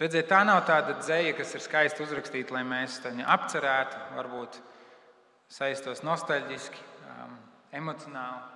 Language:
Latvian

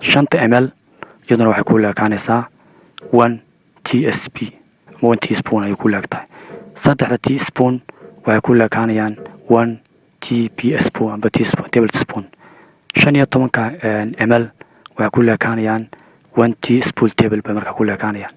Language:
Somali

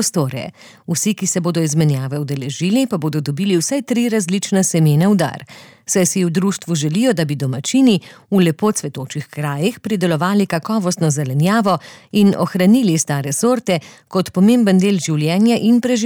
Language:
Slovenian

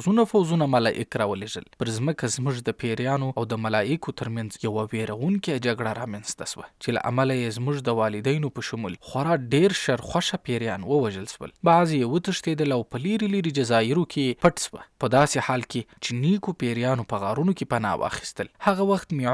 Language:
Pashto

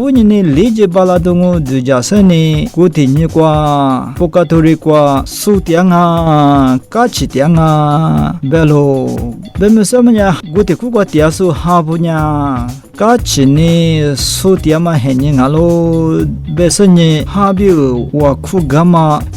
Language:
Lisu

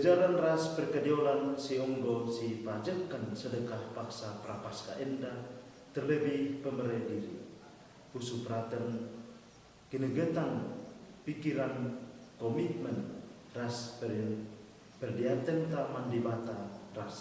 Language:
Batak Karo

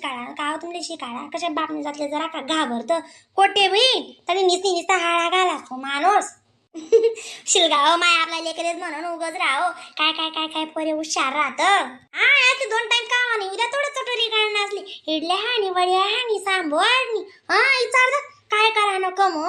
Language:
Khandesi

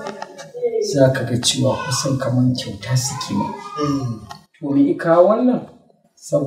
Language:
Hausa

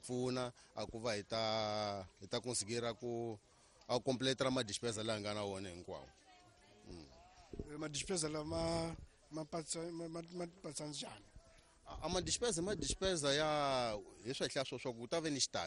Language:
Tsonga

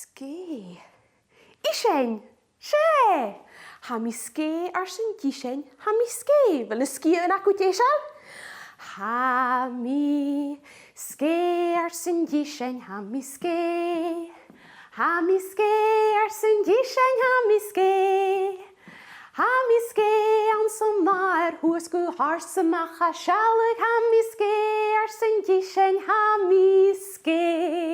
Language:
Scottish Gaelic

